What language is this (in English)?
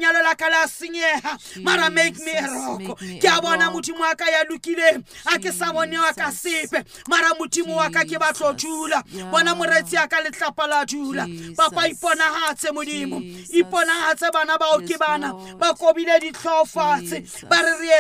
Southern Sotho